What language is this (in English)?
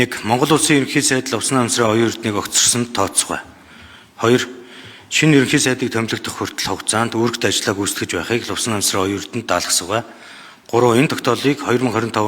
Mongolian